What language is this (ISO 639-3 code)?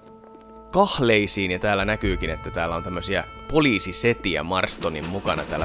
fin